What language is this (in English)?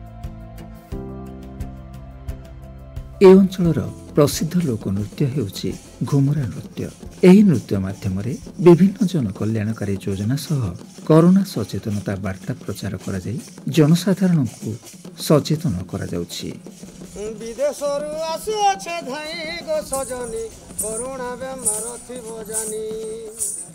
Odia